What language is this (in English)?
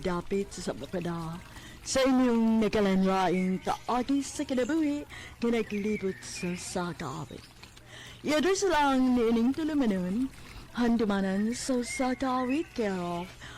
Cebuano